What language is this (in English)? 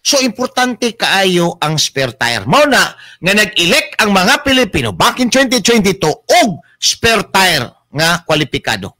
Cebuano